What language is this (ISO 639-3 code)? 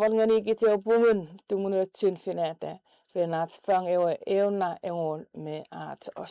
chk